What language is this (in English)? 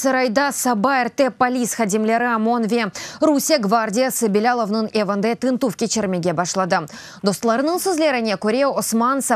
Crimean Tatar